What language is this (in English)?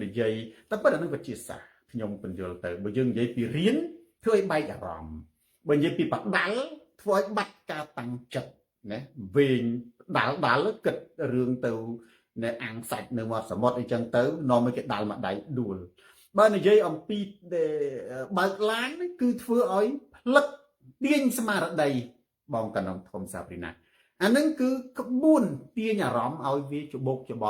Khmer